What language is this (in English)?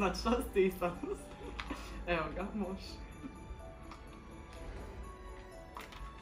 Croatian